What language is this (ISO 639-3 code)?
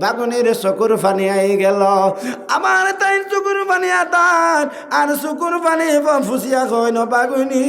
syl